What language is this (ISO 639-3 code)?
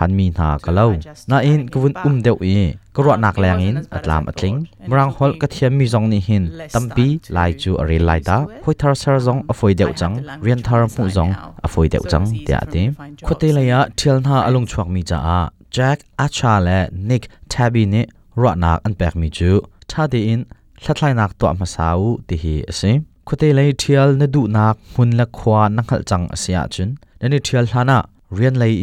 cnh